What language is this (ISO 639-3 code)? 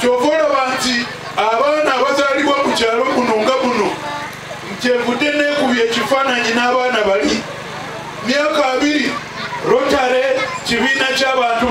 lug